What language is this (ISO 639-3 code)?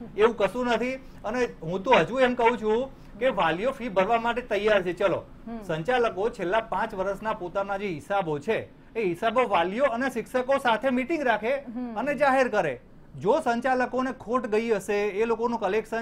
guj